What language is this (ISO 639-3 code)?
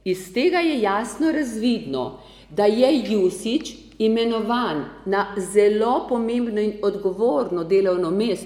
slv